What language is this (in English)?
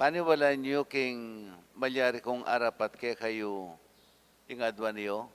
Pampanga